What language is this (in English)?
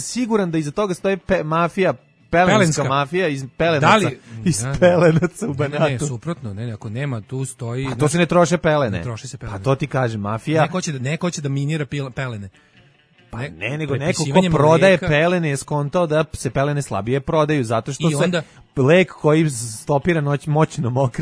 Serbian